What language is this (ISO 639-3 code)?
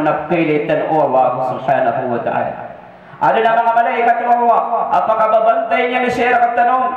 mrw